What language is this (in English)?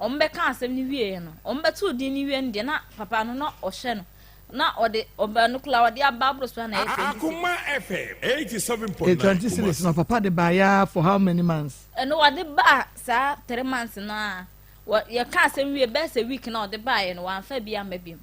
Akan